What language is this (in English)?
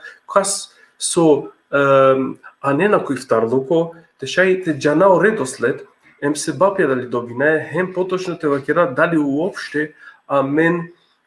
Balkan Romani